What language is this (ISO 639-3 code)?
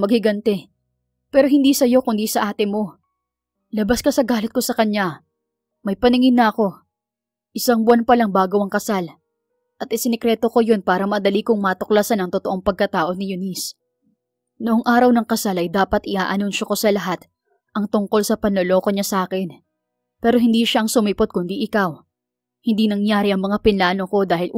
fil